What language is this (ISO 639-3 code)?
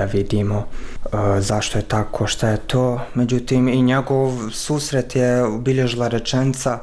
bos